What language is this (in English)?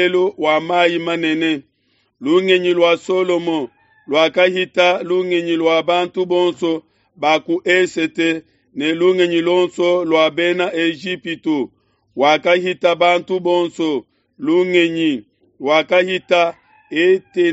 Luba-Lulua